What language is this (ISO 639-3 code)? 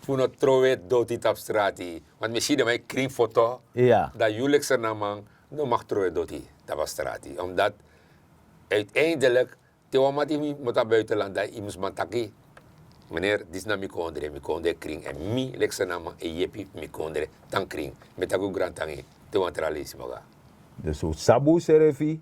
srn